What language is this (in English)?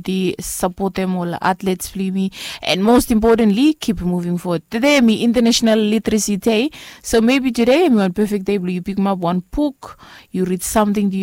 Bislama